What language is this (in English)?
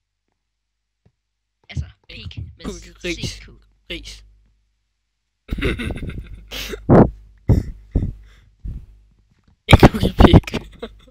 Danish